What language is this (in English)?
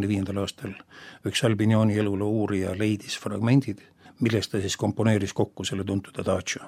Estonian